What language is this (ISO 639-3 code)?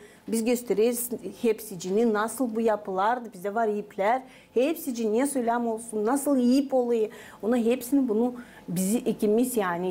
gag